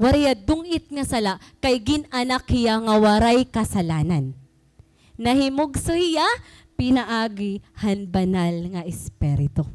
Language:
Waray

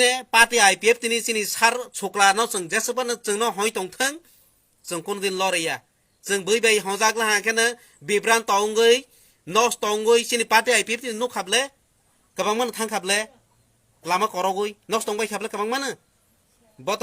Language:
Kok Borok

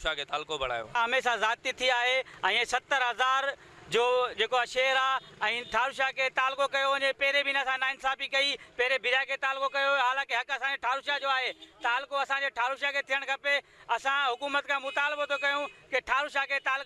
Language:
Sindhi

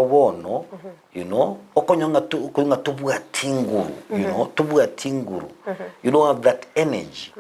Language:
Gusii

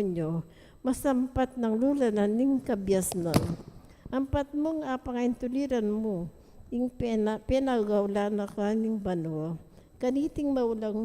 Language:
Pampanga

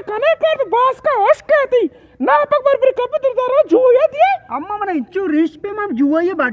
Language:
Eastern Balochi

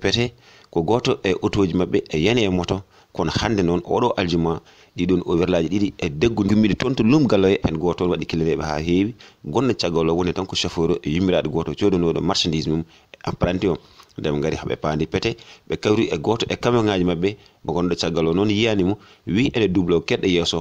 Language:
Fula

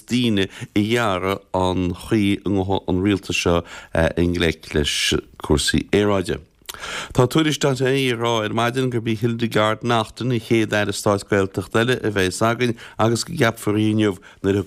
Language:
Irish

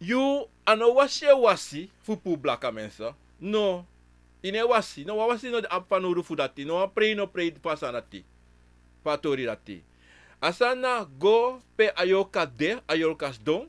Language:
Sranan Tongo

